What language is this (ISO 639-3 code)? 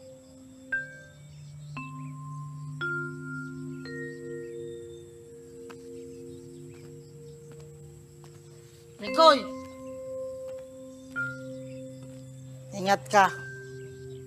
fil